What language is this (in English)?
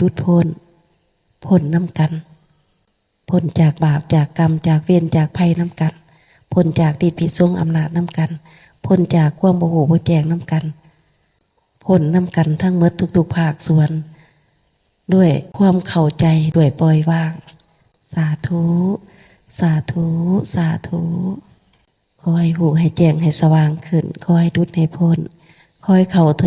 Lao